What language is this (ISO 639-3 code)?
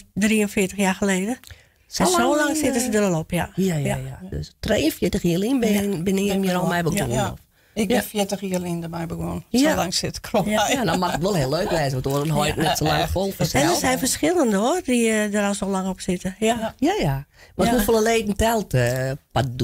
fry